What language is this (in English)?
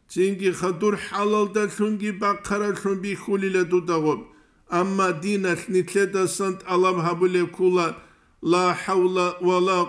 Avaric